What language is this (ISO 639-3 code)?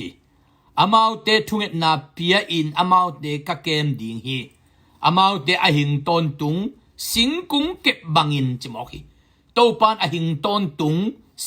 ctd